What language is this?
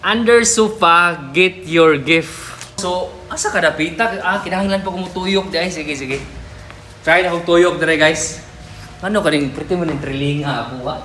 Cebuano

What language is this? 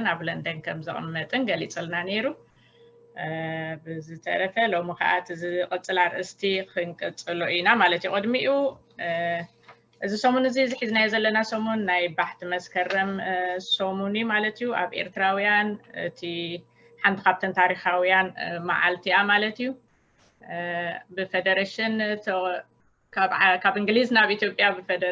Tigrinya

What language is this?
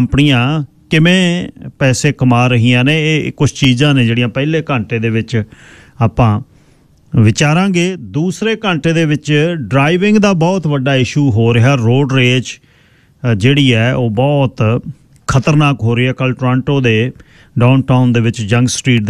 Punjabi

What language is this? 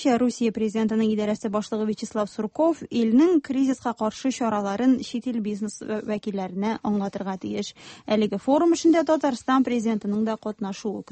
Tatar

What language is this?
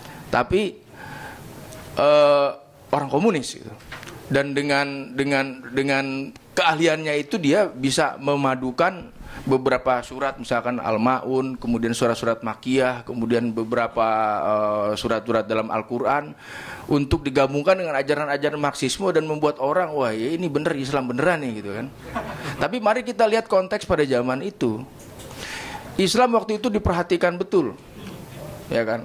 Indonesian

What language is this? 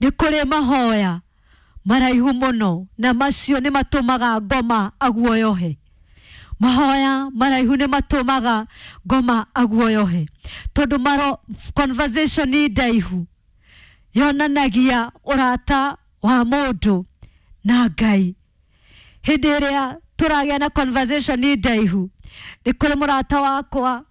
Kikuyu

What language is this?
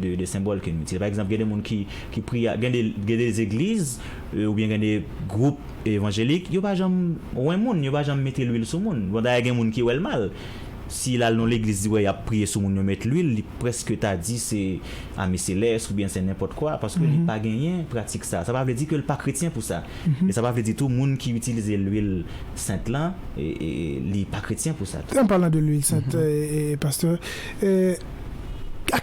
Haitian Creole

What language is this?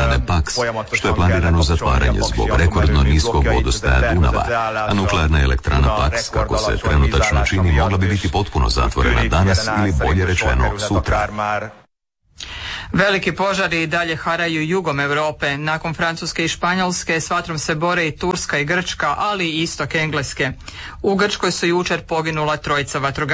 Croatian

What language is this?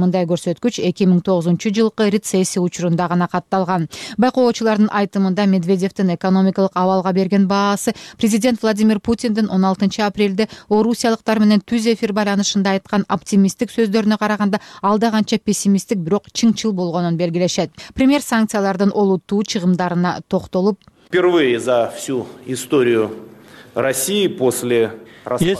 Kyrgyz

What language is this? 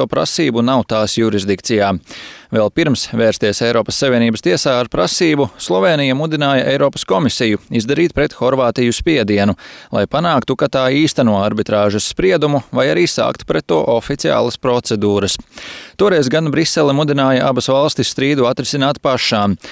Latvian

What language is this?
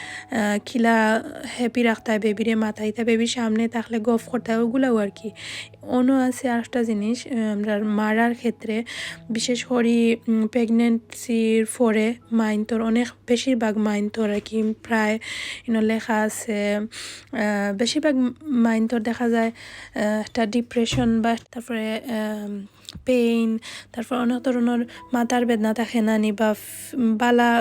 Sylheti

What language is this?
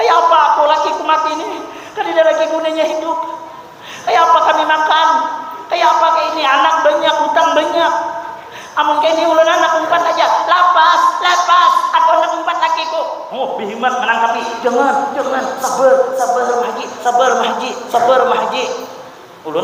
Banjar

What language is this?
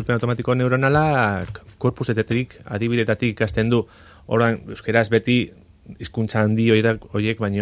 Basque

